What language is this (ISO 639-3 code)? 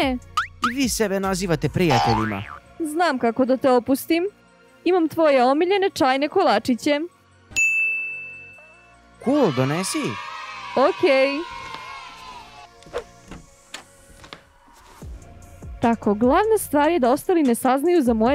srp